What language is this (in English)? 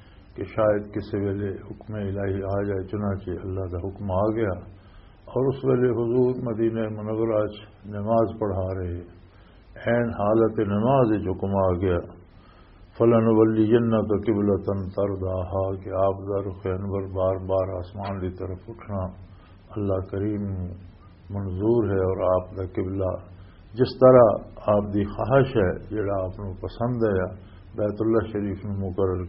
Western Panjabi